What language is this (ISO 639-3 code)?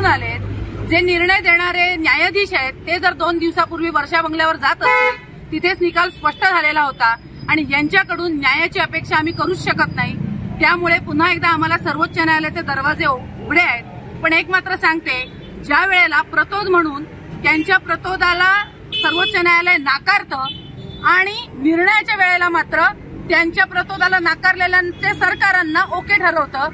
mar